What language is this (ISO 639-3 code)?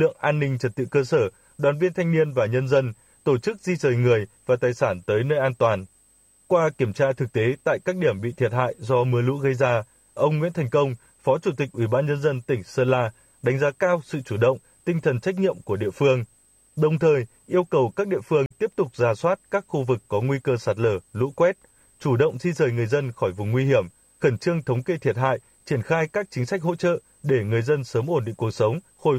vie